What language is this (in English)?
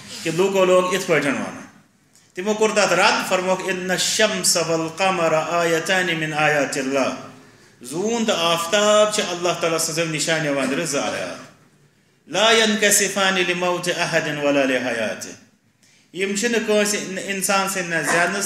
Kashmiri